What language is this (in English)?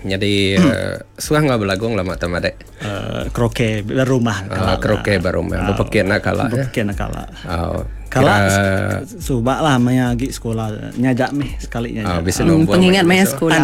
Iban